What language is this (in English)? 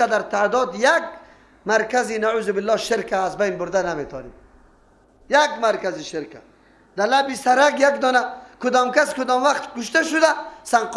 Persian